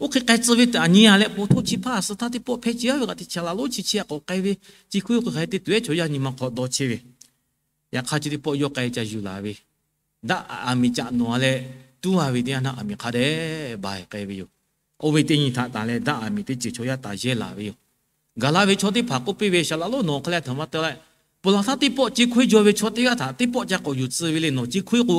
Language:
Lahu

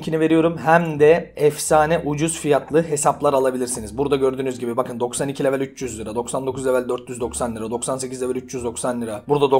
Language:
Turkish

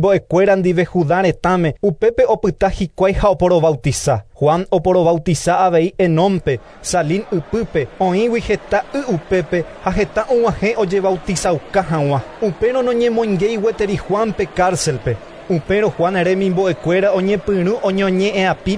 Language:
Guarani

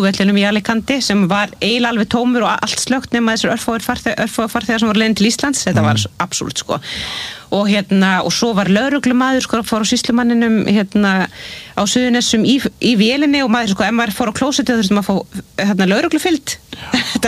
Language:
Icelandic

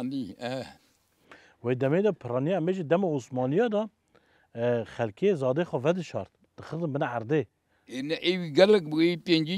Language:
Kurdish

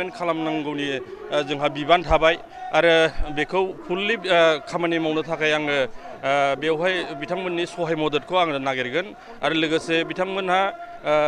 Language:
Bodo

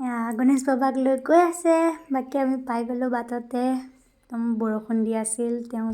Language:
Assamese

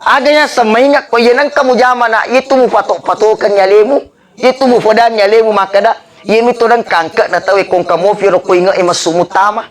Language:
Buginese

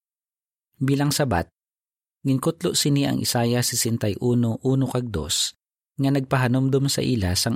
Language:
Hiligaynon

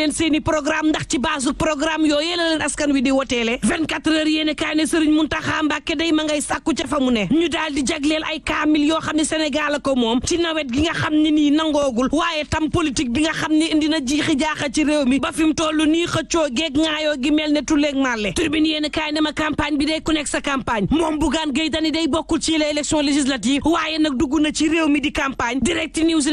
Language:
Wolof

